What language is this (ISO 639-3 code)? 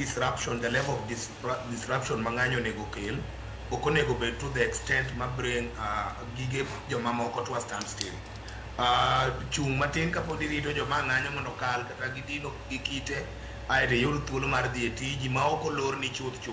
luo